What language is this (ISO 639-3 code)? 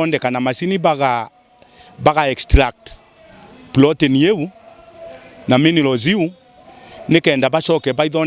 mer